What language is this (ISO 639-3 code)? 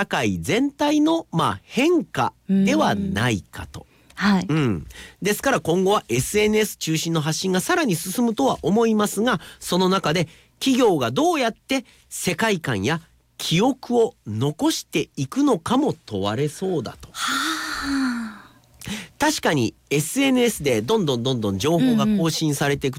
jpn